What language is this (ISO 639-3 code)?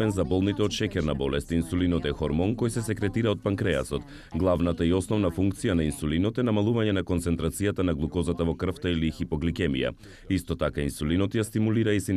mkd